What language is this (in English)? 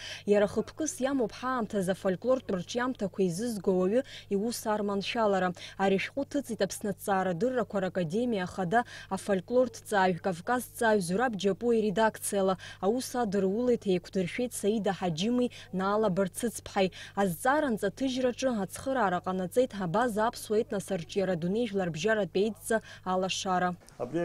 Abkhazian